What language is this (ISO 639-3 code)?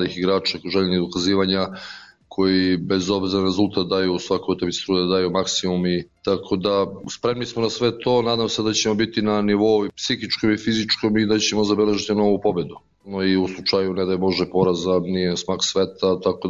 srp